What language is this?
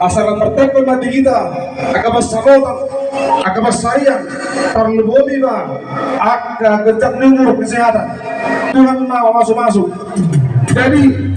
Batak Toba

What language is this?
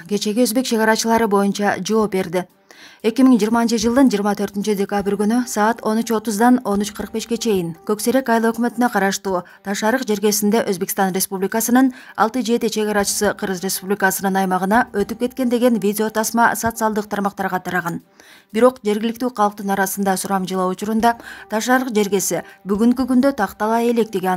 Kyrgyz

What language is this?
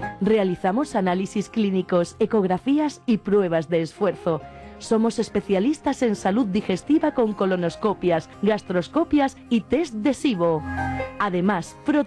Spanish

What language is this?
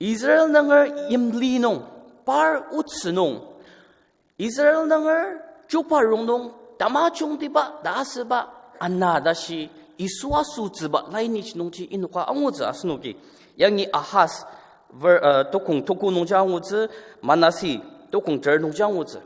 Ao Naga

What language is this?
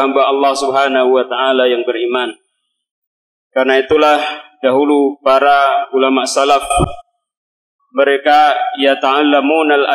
Indonesian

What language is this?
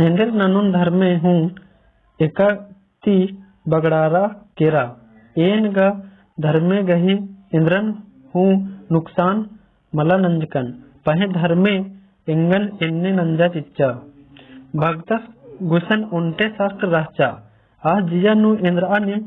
Kurukh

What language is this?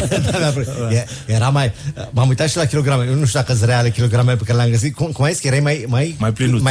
Romanian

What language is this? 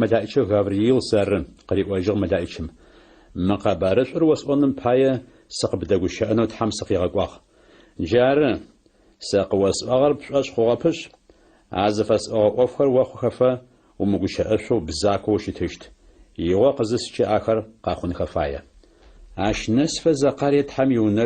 Adyghe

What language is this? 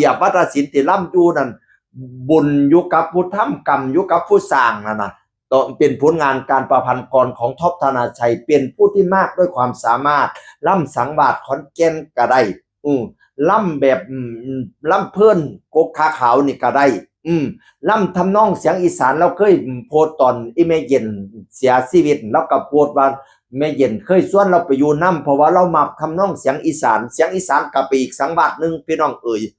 Northeastern Thai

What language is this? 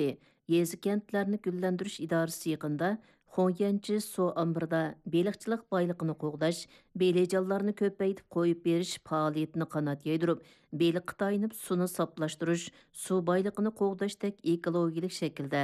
Uyghur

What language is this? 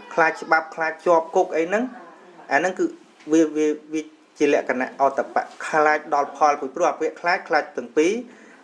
Khmer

